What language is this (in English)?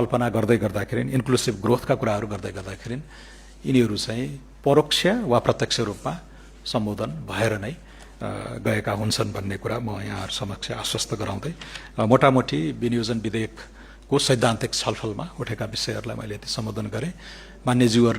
Nepali